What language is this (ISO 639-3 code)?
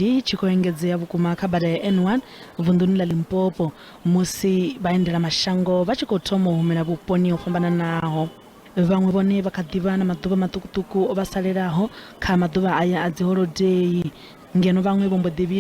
ven